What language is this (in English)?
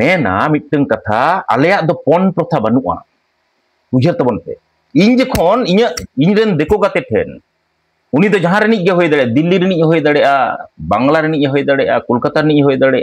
Santali